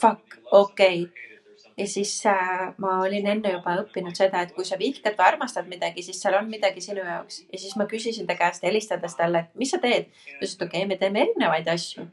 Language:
Estonian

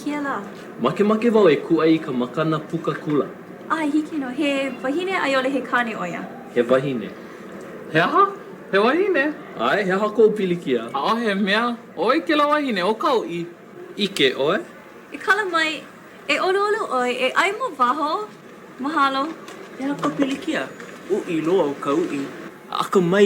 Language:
Hawaiian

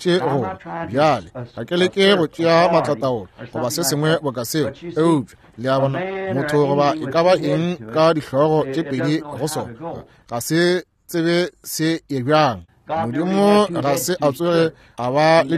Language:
Northern Sotho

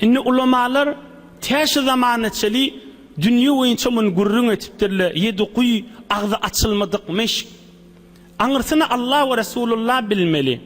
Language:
Turkmen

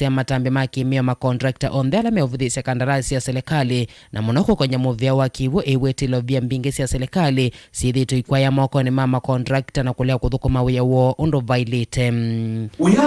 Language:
Kamba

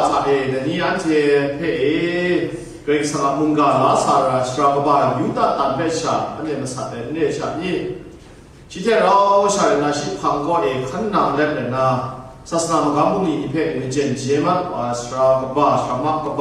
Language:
Kachin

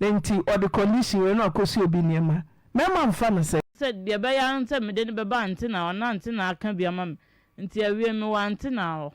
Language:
Akan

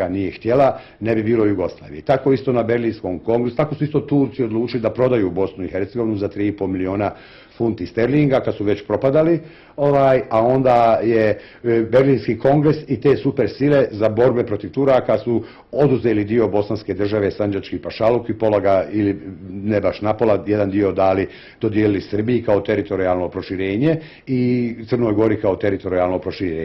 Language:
Bosnian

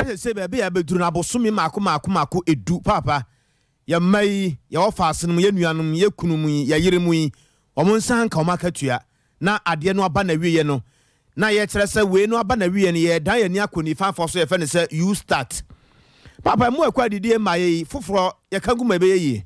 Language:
Akan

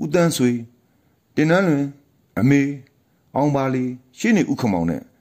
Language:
Burmese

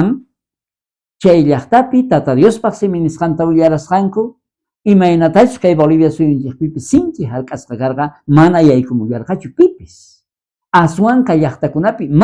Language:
South Bolivian Quechua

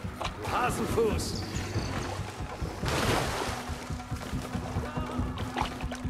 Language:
German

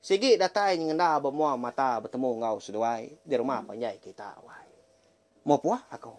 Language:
Iban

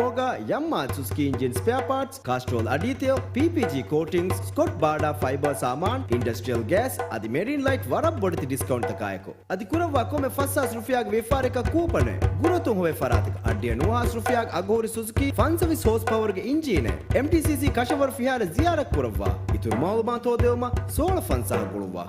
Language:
Divehi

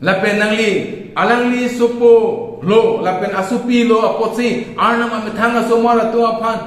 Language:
Karbi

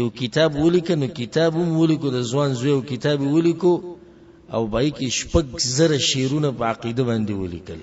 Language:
Pashto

